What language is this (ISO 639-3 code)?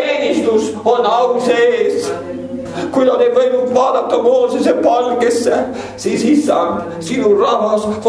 est